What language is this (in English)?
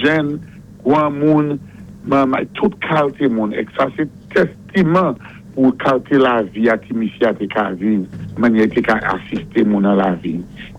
Saint Lucian Creole French